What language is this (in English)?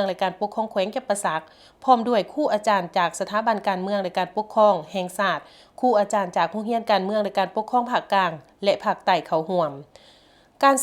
Lao